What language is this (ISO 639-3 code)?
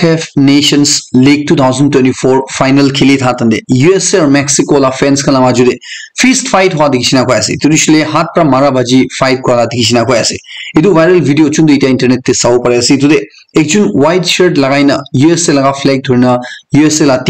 nag